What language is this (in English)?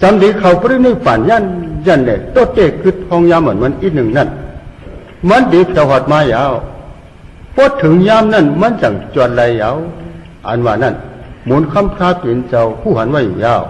Shan